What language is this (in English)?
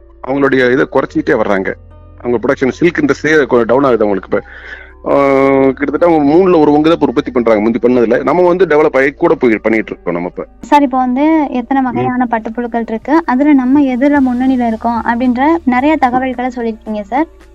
Tamil